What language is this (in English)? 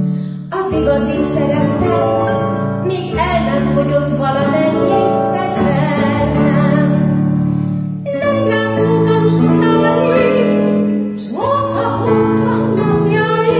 Hungarian